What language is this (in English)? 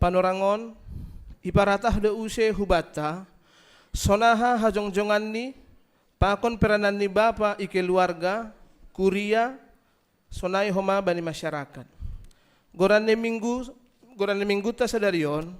Batak Simalungun